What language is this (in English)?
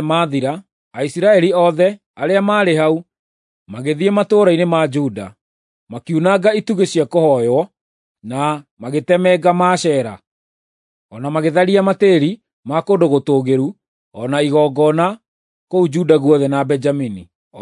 Kikuyu